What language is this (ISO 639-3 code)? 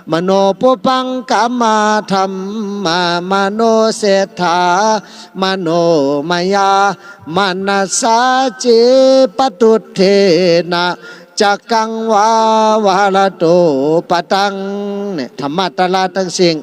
shn